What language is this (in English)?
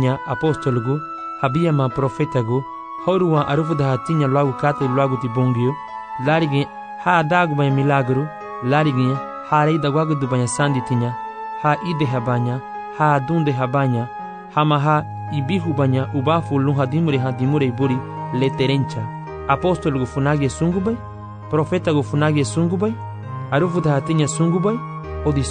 Garifuna